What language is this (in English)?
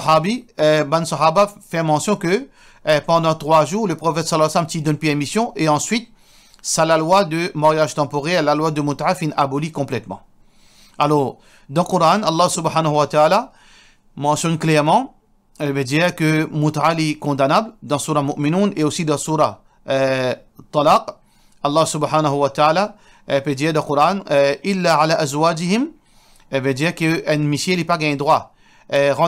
Morisyen